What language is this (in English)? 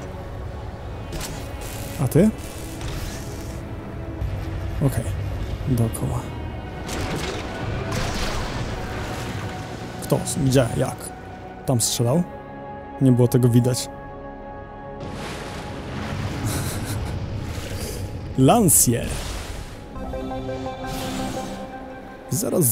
Polish